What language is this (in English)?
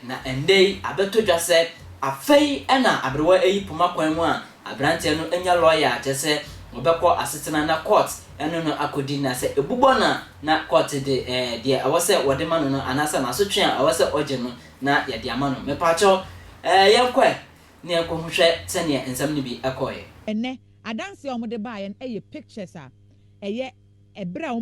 Akan